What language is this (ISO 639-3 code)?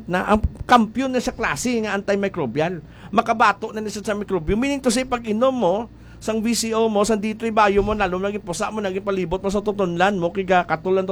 hil